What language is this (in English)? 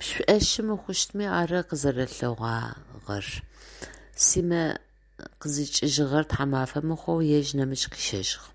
Adyghe